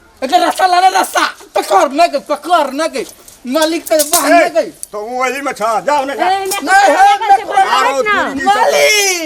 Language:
Maithili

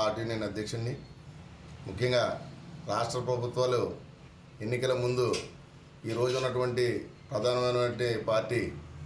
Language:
Telugu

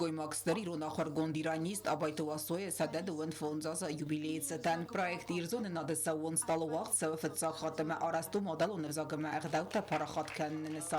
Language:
Ossetic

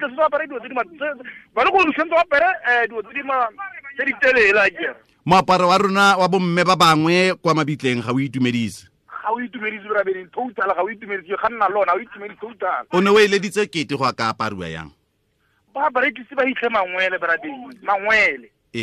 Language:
Tswana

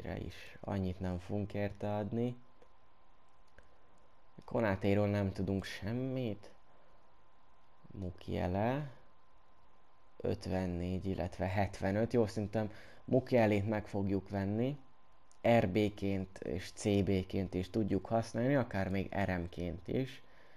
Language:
Hungarian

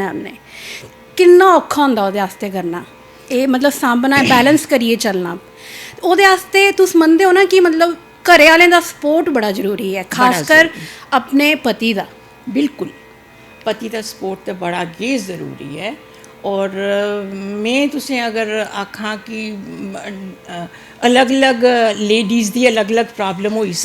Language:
Dogri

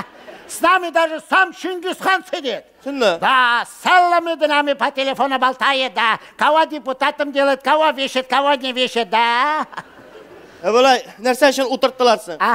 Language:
Tatar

